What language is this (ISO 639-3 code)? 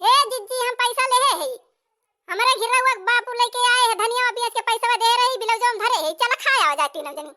awa